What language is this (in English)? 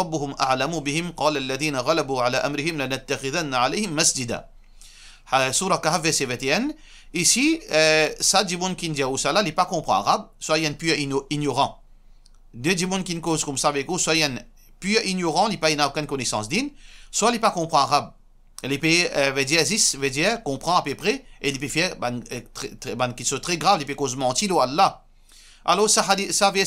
Morisyen